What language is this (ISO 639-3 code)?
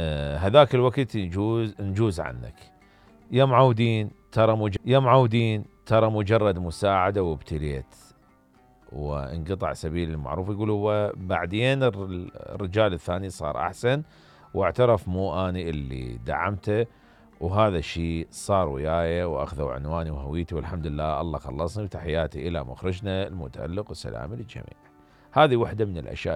acm